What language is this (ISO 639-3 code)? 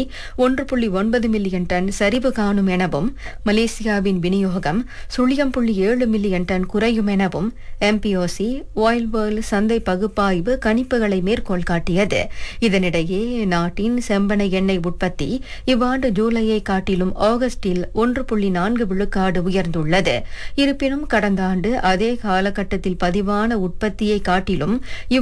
tam